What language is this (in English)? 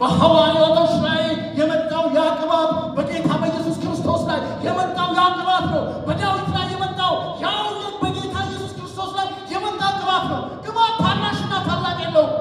Amharic